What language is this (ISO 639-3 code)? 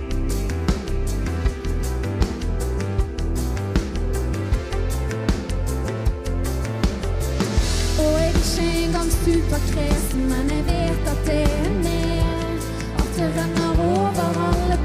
nor